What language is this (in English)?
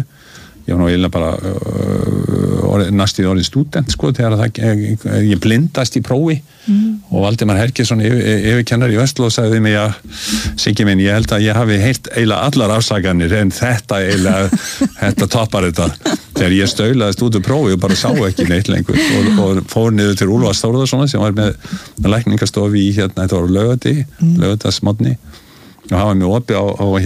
Icelandic